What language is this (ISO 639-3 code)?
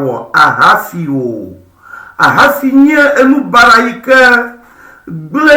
ewe